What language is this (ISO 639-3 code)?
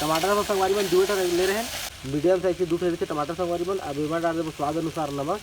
hne